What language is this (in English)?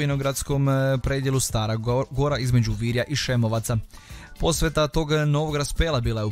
Croatian